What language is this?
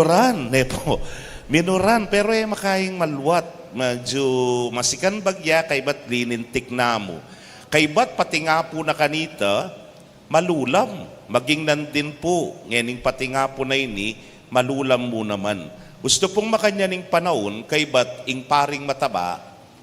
Pampanga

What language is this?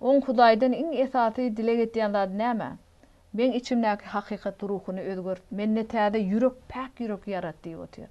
Turkmen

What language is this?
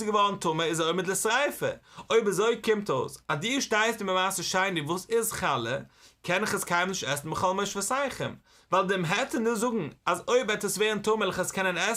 Yiddish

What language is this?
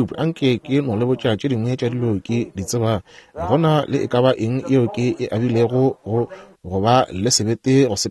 Northern Sotho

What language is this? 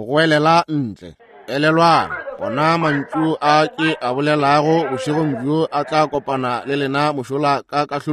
Northern Sotho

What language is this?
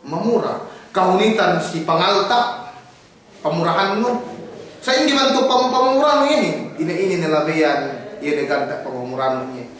Yakan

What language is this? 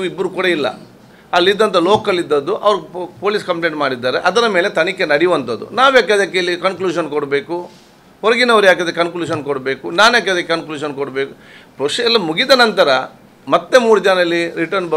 Kannada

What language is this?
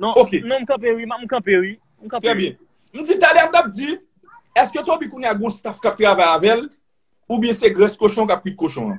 Haitian Creole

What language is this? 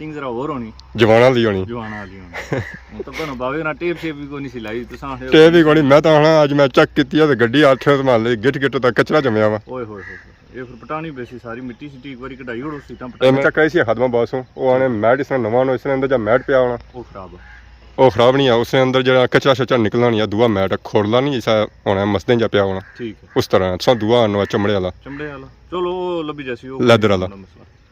Pahari-Potwari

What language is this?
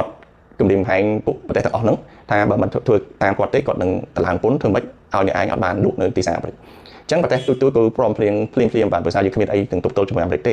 Khmer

